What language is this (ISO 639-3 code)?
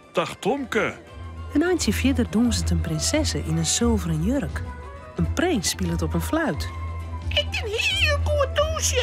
fry